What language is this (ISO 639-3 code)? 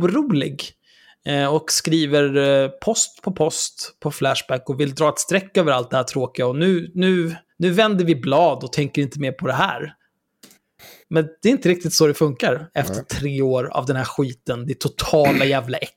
swe